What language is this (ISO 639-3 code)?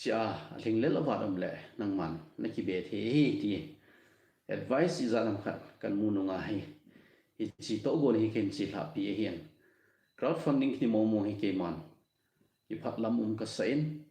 tcz